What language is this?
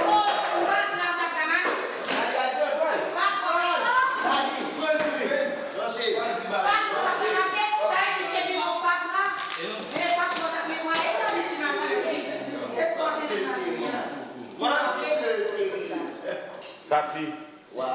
Haitian Creole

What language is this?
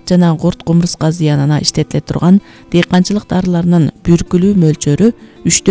Kyrgyz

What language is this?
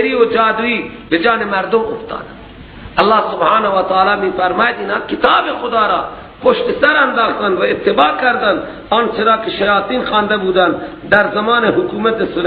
Persian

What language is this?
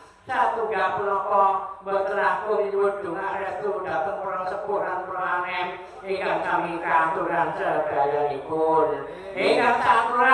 Javanese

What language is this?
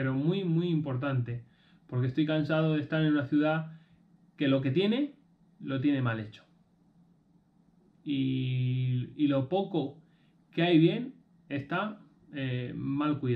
Spanish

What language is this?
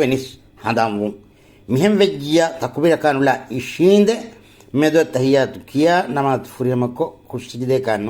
Divehi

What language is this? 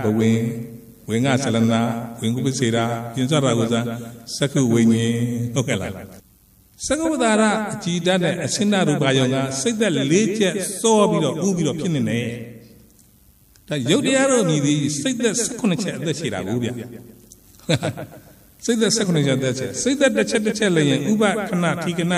Burmese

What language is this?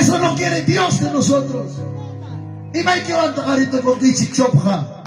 Ayacucho Quechua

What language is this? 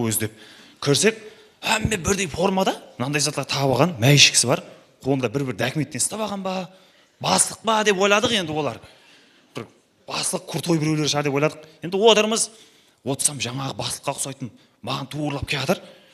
Kara-Kalpak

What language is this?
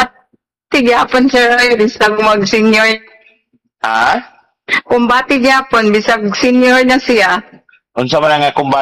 Cebuano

